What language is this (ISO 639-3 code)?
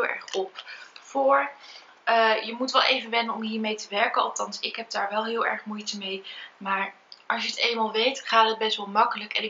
nld